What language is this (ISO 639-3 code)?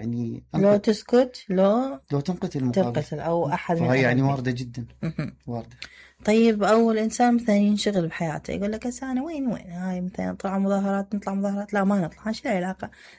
acm